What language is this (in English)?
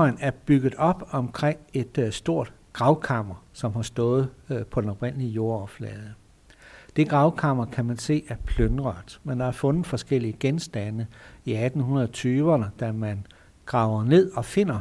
Danish